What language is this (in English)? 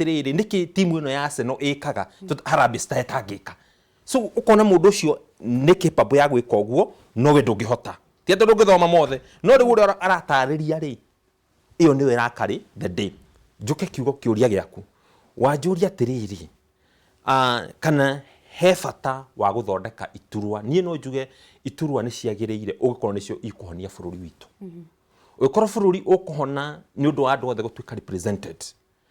Kikuyu